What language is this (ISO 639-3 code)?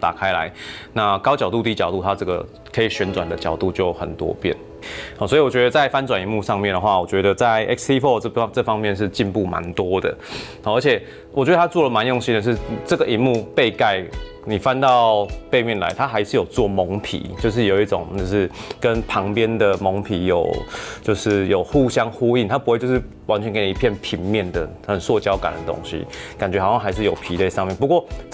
zho